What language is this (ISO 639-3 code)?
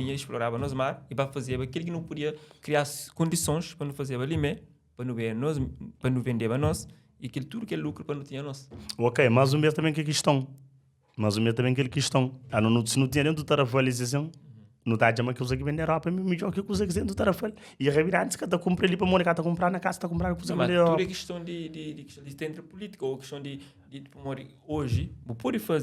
kea